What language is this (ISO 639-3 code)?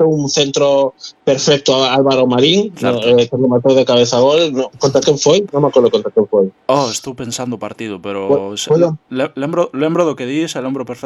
glg